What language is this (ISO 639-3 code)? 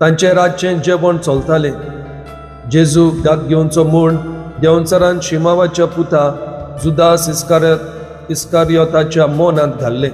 kok